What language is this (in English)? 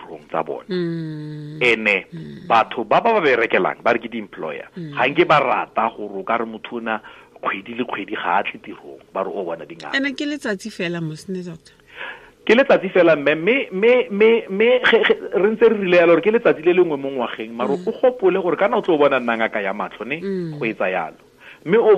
Tswana